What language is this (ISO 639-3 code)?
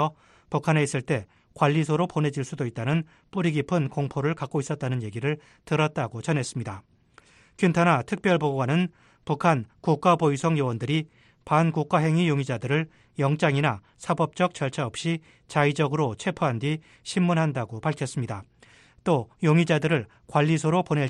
kor